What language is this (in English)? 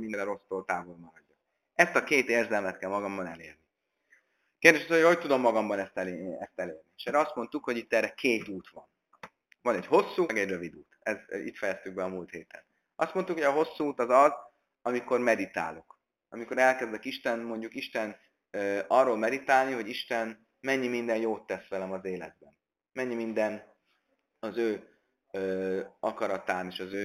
Hungarian